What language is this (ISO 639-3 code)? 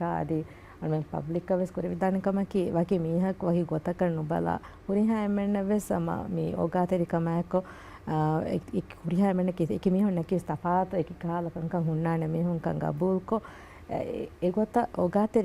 div